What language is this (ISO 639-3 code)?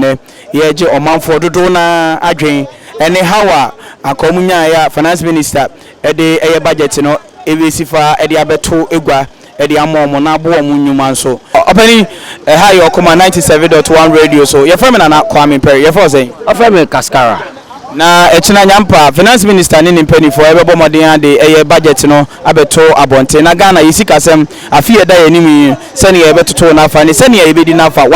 aka